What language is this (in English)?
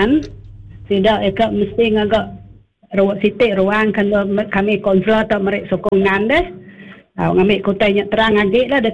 Iban